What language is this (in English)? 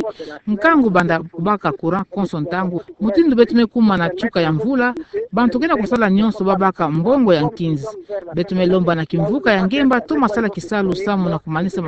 Kituba (Democratic Republic of Congo)